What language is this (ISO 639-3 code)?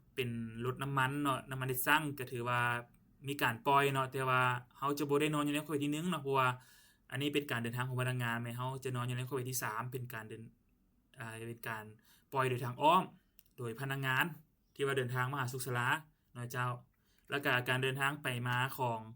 lao